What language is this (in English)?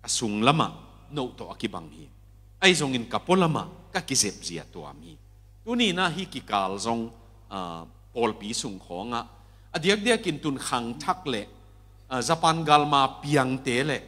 Tedim Chin